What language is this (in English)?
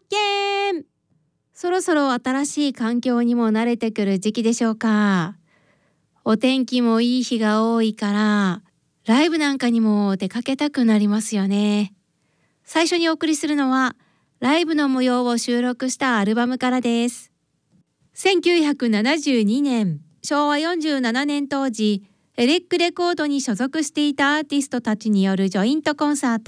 Japanese